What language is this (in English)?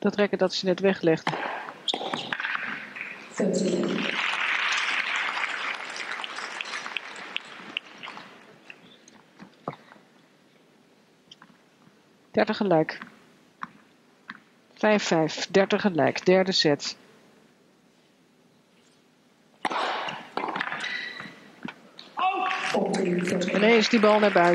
Dutch